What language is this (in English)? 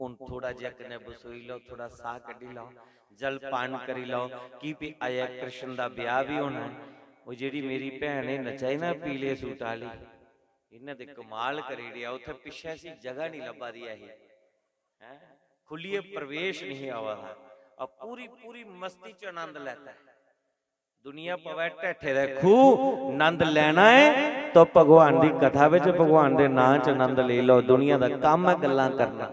Dogri